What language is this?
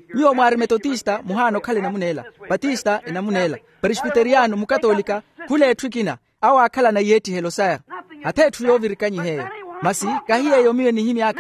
Makhuwa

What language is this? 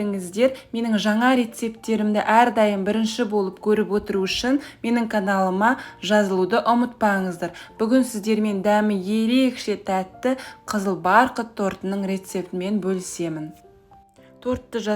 Kazakh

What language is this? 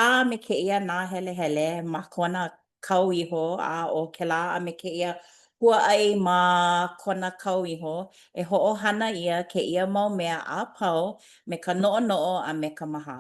Hawaiian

